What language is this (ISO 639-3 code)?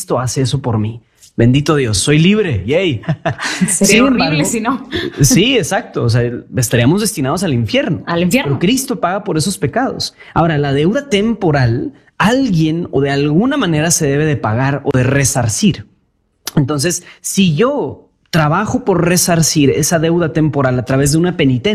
spa